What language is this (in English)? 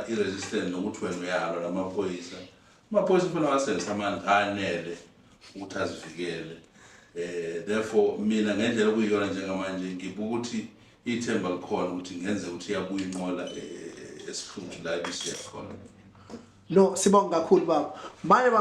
Zulu